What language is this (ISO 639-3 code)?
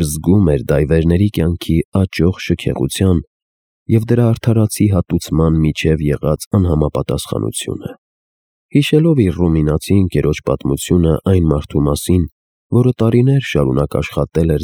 hye